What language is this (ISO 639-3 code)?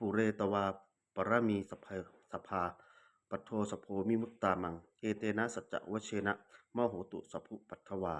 pli